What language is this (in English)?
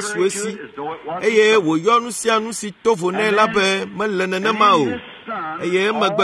Ewe